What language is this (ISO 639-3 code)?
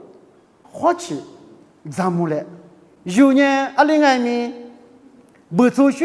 lis